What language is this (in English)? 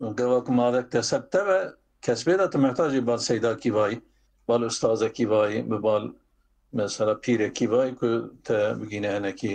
Kurdish